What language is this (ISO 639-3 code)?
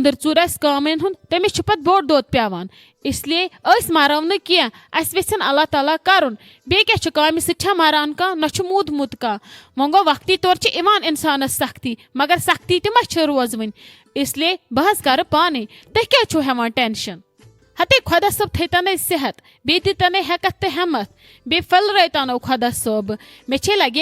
kas